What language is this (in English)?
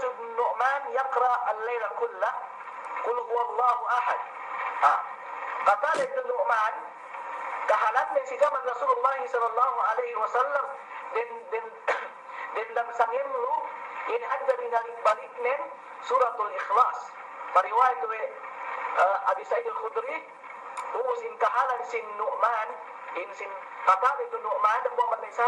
Yakan